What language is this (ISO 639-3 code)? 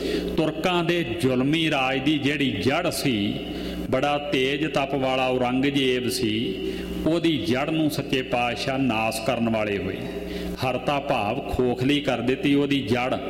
pan